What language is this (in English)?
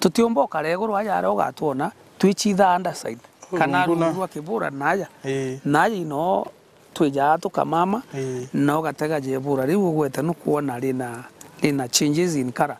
Meru